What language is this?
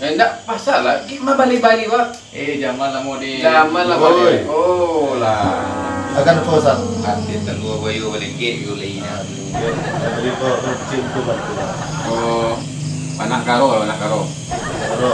Minangkabau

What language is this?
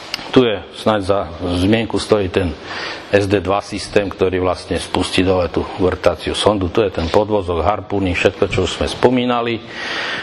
Slovak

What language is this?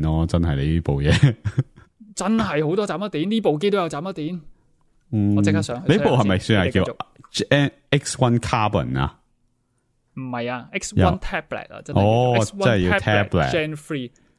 Cantonese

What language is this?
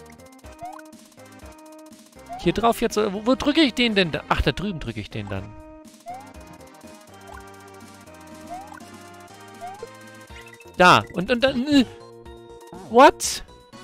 German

